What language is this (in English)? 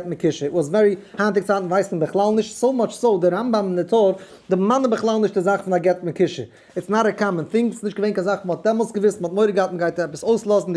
Yiddish